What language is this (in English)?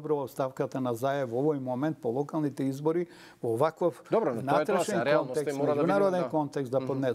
Macedonian